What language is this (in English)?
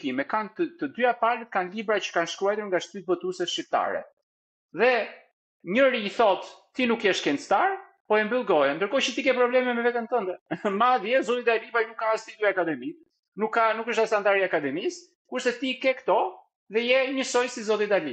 Albanian